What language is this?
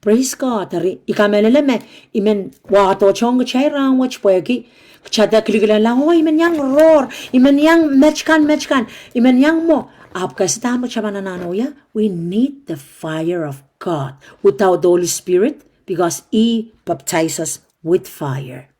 Pohnpeian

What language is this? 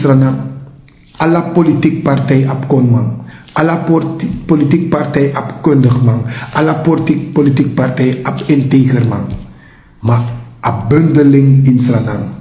Sranan Tongo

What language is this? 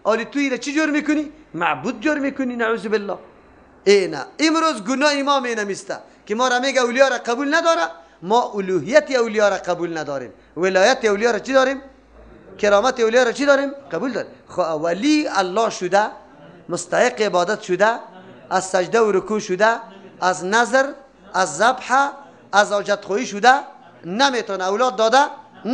Persian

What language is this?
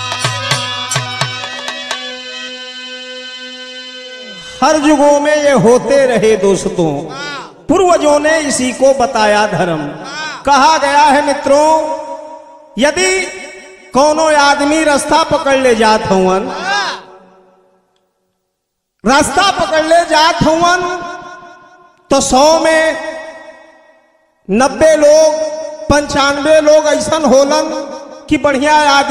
Bhojpuri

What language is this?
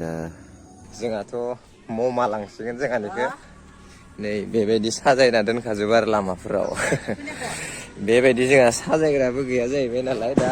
Bodo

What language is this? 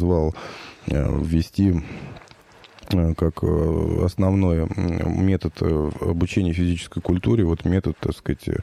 Russian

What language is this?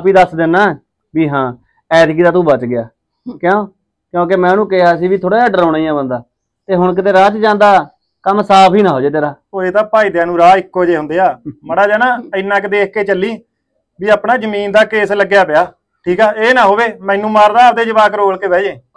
Punjabi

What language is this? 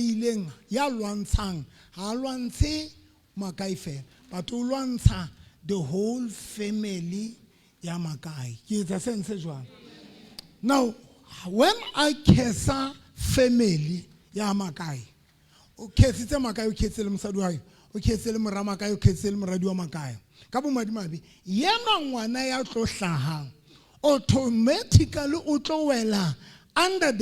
Southern Sotho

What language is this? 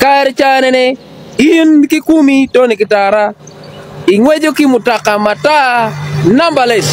Acoli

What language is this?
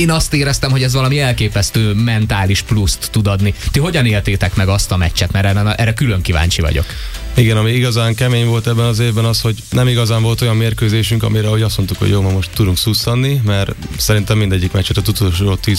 Hungarian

